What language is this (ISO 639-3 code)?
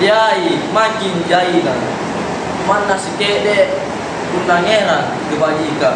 mak